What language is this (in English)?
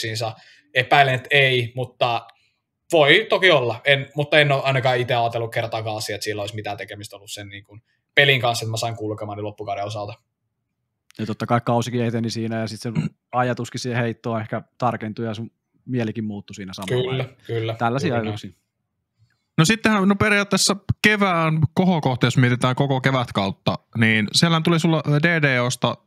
Finnish